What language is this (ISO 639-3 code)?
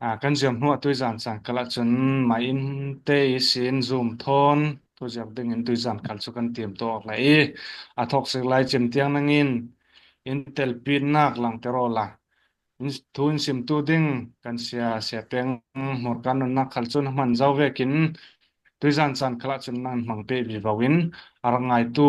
cfm